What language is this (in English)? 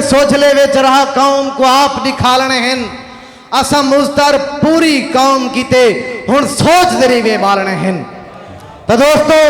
Saraiki